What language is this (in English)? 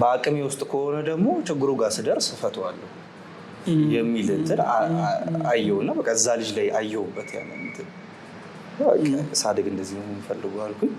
Amharic